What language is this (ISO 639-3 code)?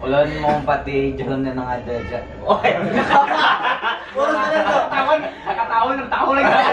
bjn